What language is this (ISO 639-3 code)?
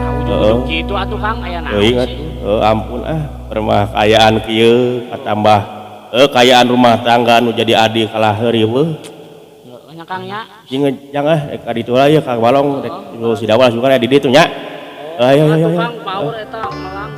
sun